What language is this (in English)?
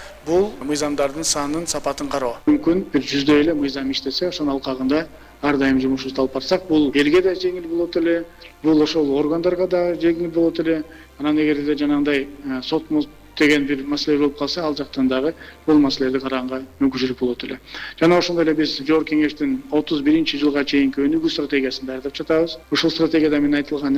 Kyrgyz